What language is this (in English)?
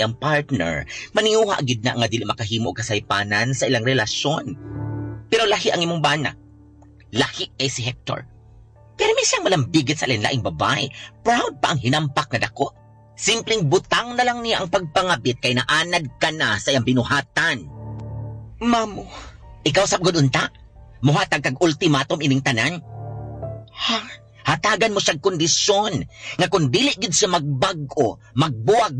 Cebuano